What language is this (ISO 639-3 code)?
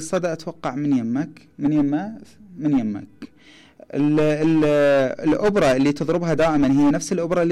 acm